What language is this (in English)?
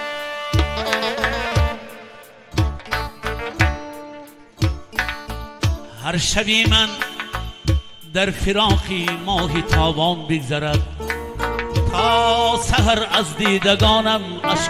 Persian